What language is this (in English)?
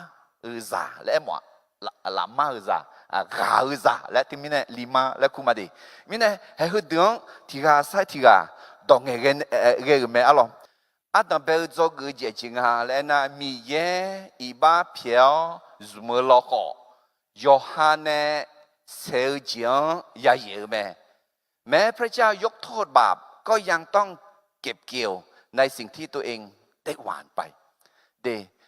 Akha